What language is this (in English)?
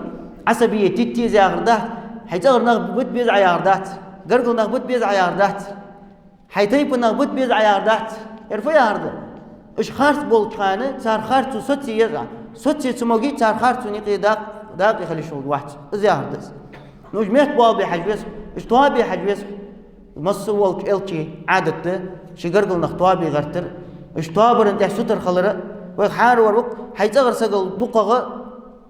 Ingush